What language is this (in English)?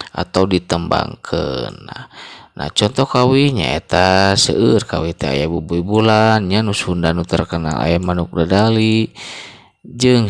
Sundanese